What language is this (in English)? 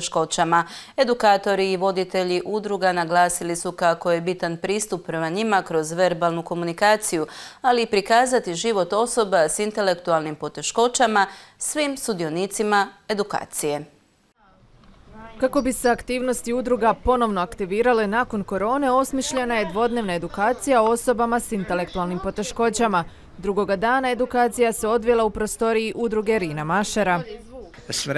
Croatian